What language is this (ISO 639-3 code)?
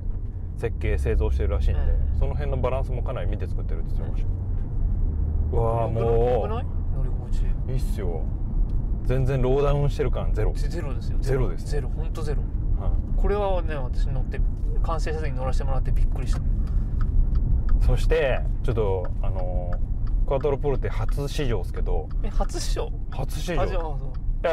jpn